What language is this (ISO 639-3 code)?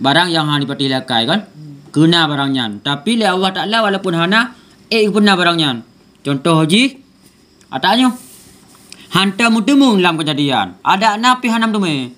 ace